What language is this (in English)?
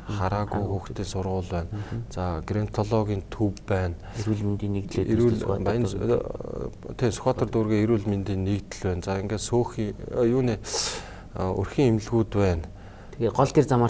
Mongolian